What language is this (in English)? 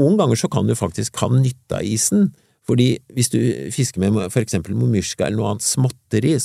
Norwegian